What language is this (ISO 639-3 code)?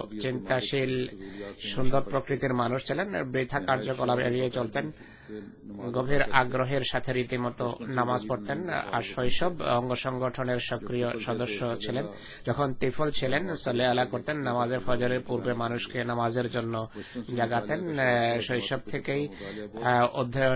ben